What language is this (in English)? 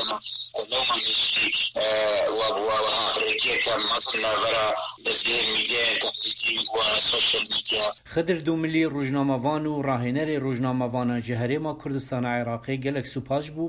Kurdish